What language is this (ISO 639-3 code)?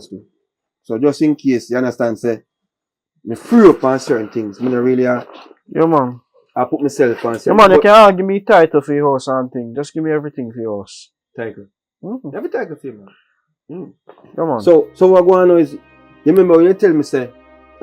jam